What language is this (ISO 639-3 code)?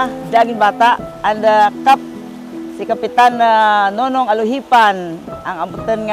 krj